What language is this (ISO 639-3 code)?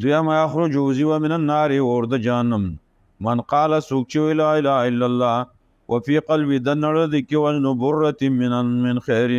pus